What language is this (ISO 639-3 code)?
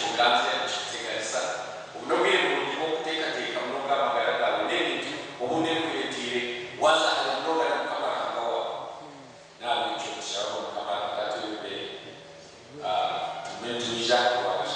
nyn